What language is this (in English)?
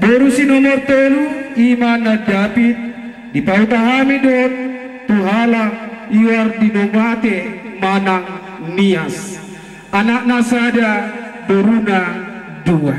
Batak Toba